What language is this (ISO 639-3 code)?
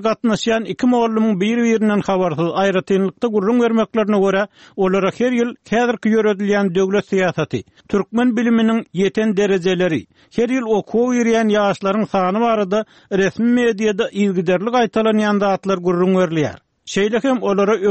tuk